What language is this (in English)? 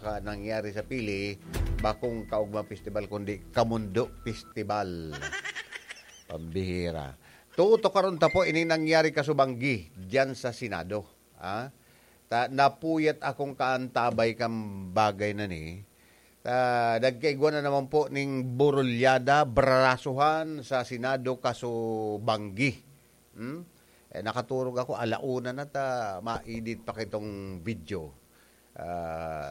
Bikol